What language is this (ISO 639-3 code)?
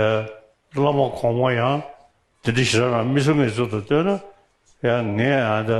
bod